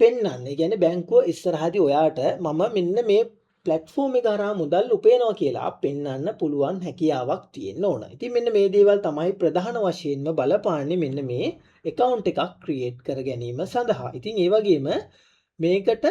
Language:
Sinhala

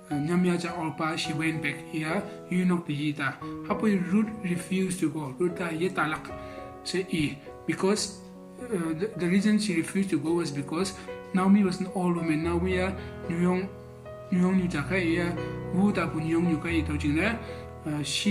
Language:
Konyak Naga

